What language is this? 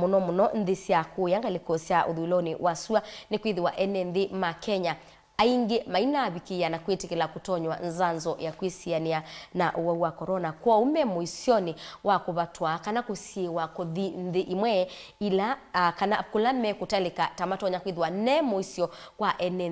Kamba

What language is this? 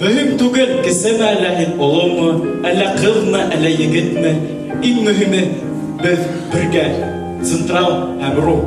Bashkir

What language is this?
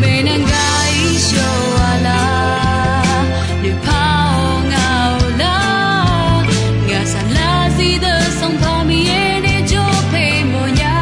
Akha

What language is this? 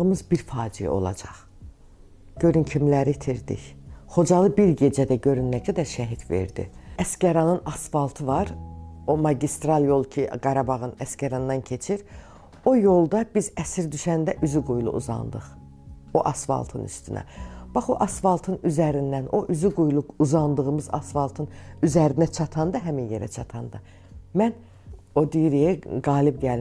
Azerbaijani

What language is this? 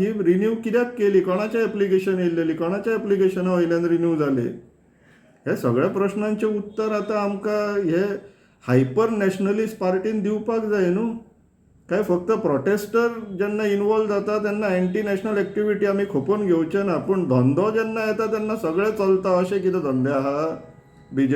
Konkani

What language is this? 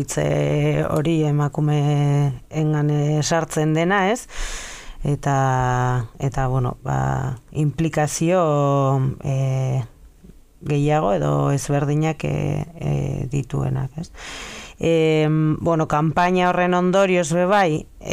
Basque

